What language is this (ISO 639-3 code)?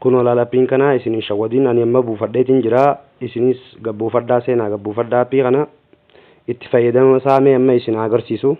orm